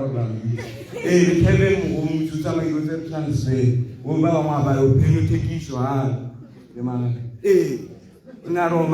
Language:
Tswana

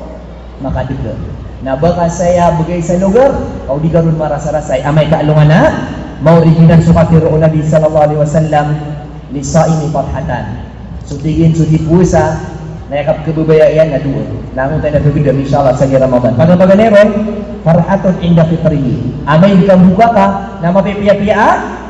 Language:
Maranao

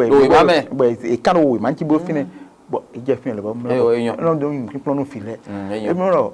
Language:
Fon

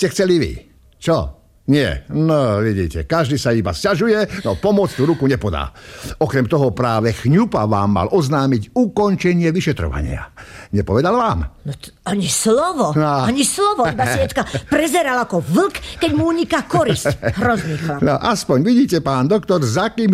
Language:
Slovak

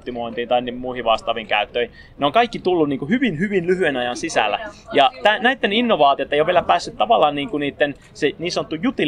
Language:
Finnish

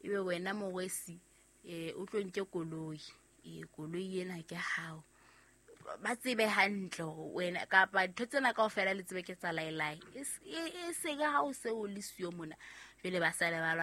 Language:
Southern Sotho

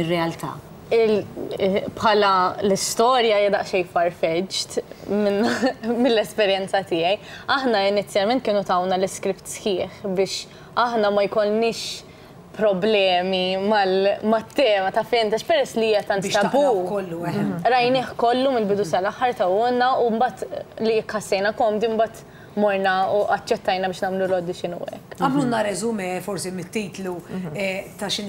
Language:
Maltese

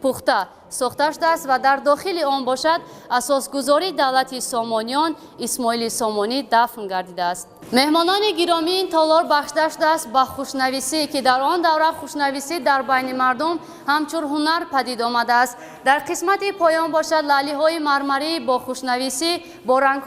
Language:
Tajik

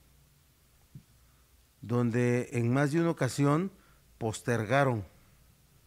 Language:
Spanish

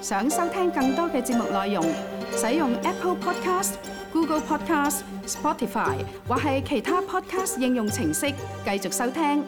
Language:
Cantonese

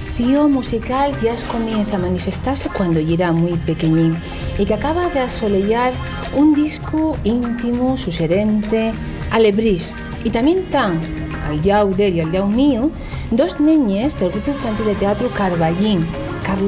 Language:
Asturian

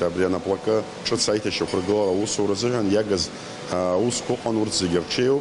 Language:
Abkhazian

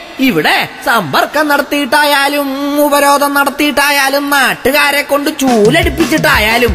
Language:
Malayalam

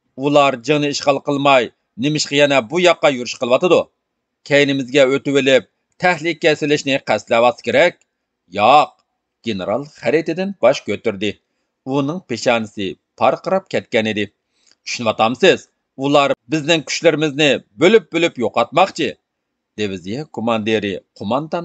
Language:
Uyghur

